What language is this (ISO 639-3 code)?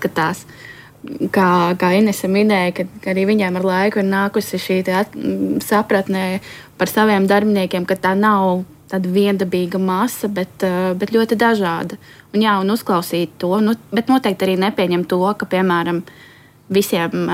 lav